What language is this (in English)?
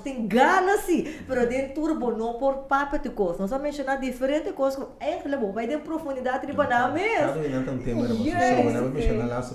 Papiamento